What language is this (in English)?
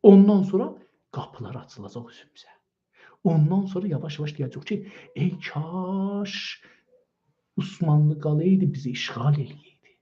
South Azerbaijani